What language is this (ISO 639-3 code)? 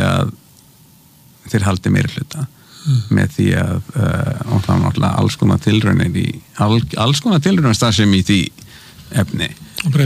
isl